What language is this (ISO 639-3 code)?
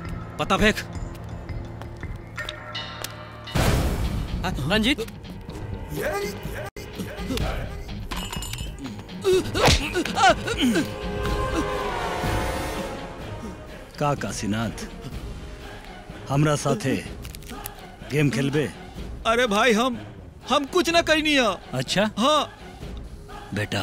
bho